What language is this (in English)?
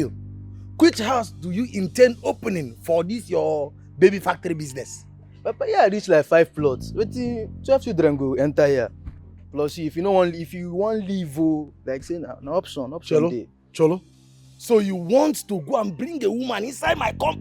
Nigerian Pidgin